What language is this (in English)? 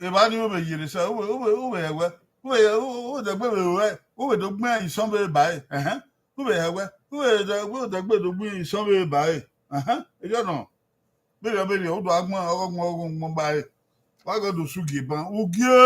Bini